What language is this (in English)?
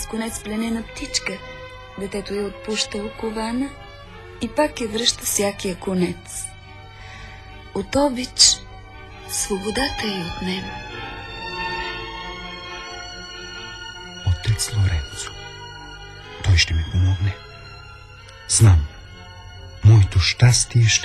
Bulgarian